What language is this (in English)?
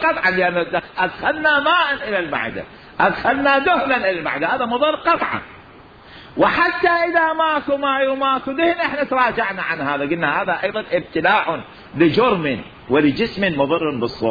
Mesopotamian Arabic